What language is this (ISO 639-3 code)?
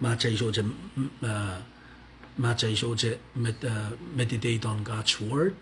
pon